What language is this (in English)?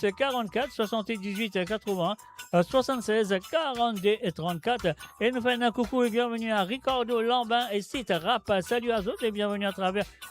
Morisyen